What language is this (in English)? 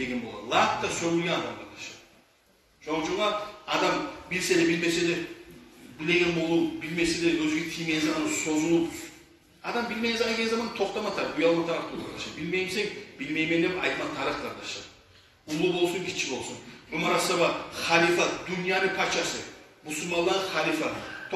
Kumyk